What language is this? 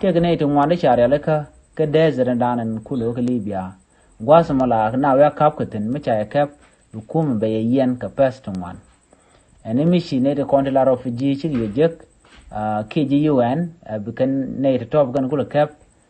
Nuer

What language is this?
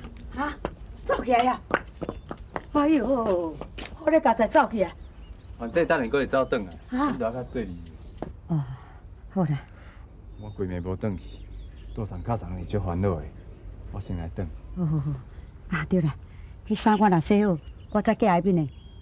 Min Nan Chinese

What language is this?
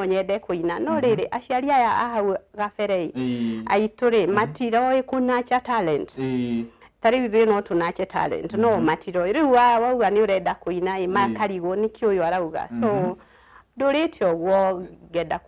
Kikuyu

